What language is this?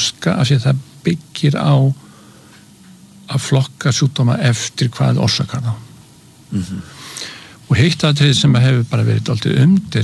Icelandic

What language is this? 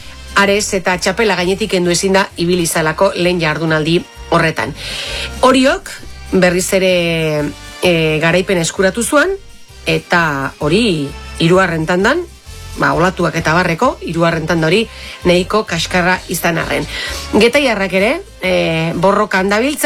Basque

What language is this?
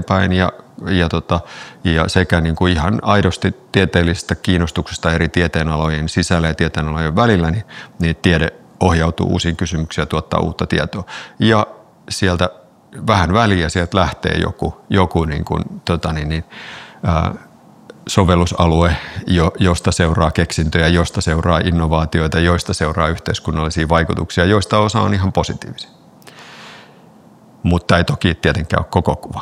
Finnish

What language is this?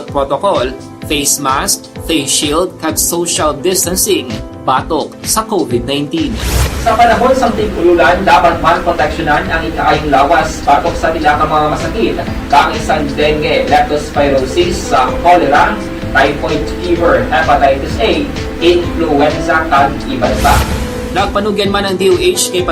Hiligaynon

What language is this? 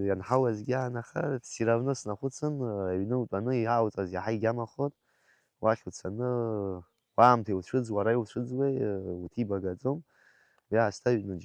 Abkhazian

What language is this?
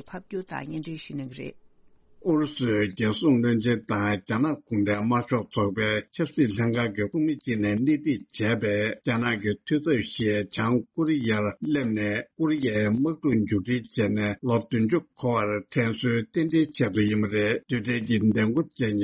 Tibetan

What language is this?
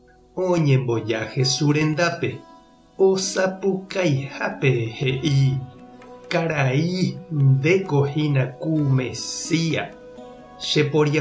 Guarani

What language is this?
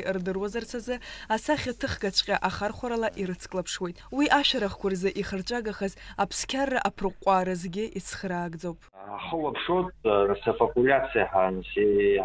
Abkhazian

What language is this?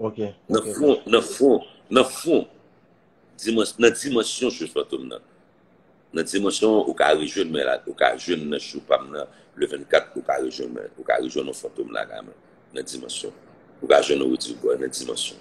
Haitian Creole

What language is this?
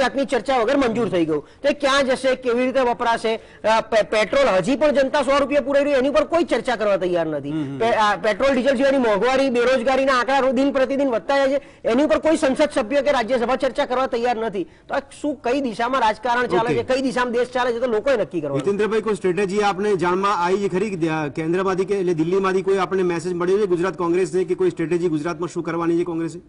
Gujarati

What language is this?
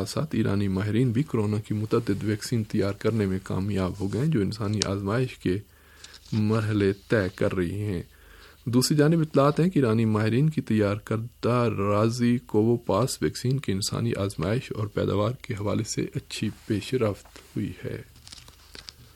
Urdu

